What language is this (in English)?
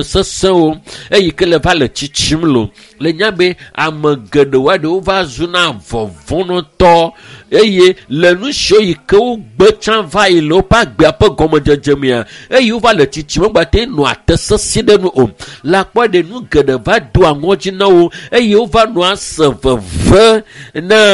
Ewe